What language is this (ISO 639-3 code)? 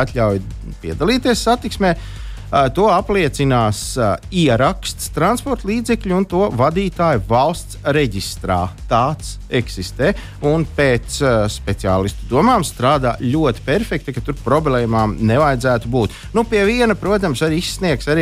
lav